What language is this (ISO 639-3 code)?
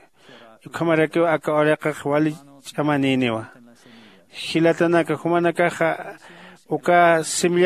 aym